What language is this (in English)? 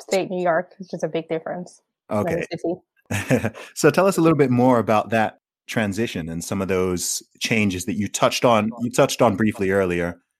English